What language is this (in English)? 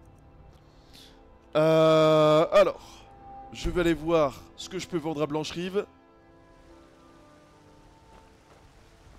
French